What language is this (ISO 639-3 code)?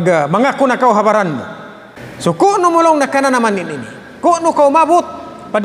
tsg